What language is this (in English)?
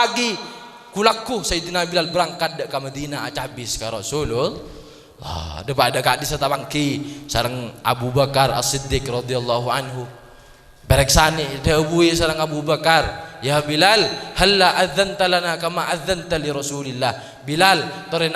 Madurese